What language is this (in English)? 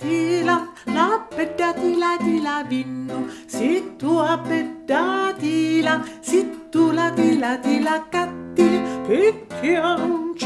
Sicilian